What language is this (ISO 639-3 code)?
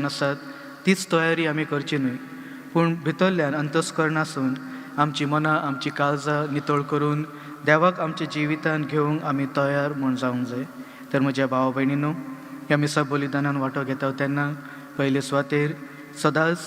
kok